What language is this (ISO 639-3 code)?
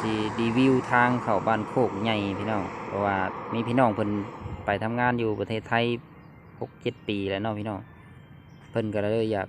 lao